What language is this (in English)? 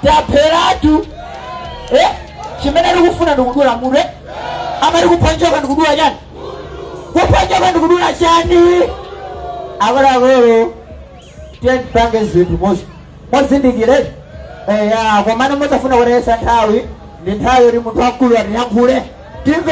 Nyanja